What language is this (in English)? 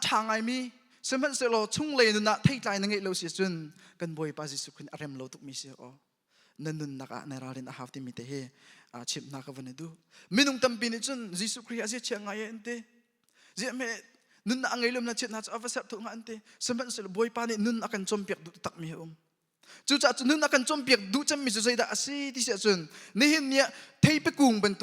Hakha Chin